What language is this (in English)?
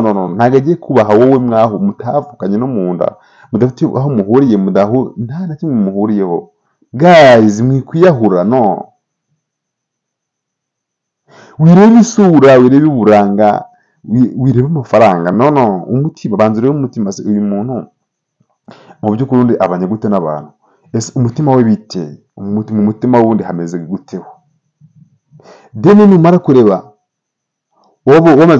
Kinyarwanda